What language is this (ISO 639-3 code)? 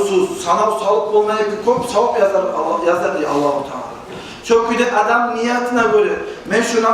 kum